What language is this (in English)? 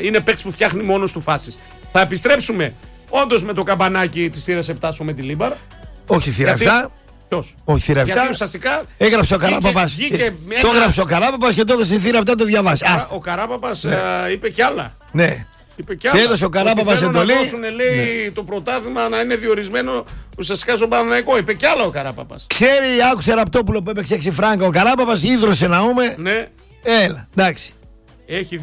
Greek